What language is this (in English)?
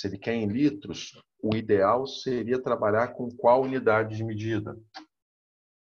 Portuguese